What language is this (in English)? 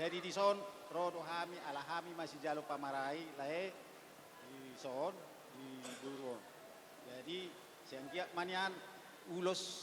Batak Toba